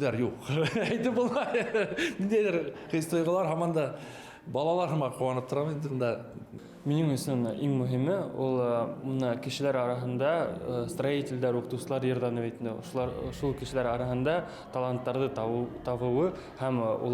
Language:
Bashkir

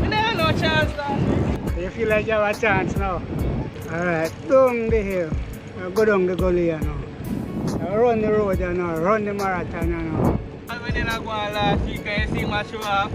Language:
Jamaican Creole English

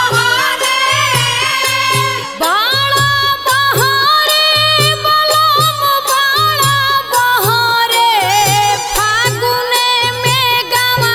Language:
Bhojpuri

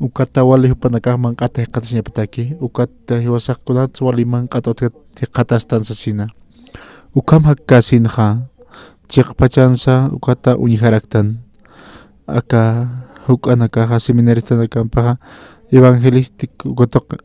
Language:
Aymara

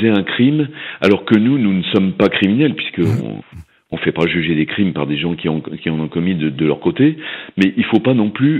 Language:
French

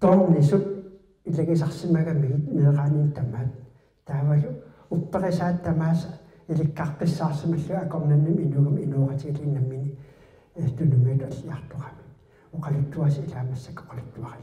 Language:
Kalaallisut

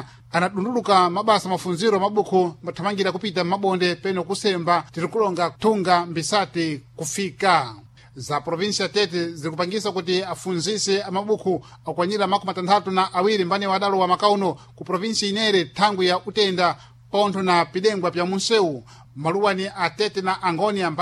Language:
Sena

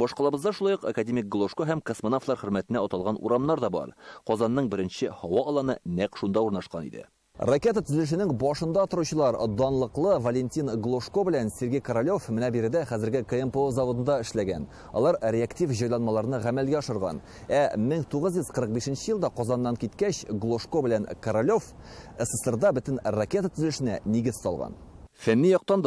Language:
Tatar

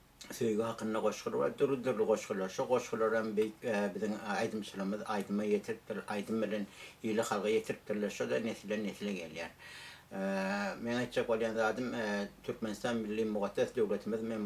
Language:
Turkmen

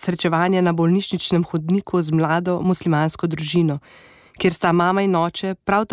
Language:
Slovenian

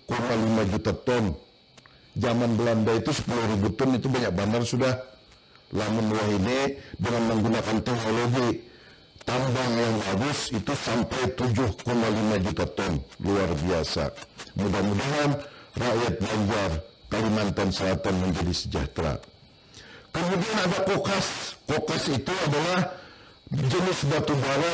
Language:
Banjar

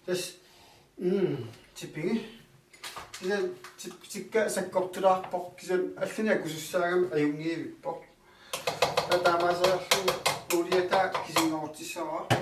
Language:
Kalaallisut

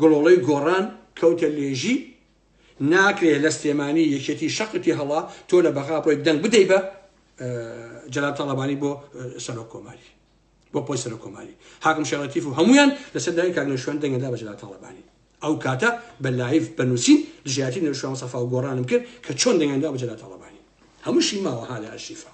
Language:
Central Kurdish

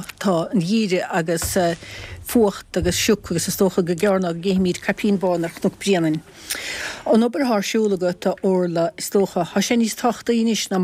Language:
Irish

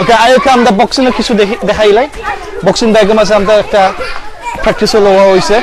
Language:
Sylheti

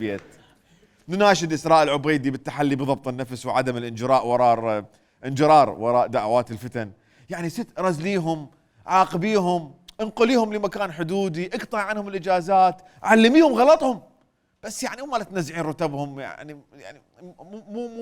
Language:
Mesopotamian Arabic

